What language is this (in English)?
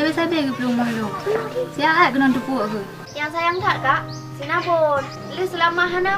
Achinese